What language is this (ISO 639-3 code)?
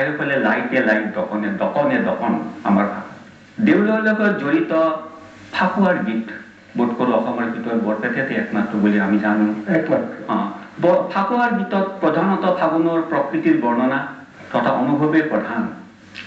asm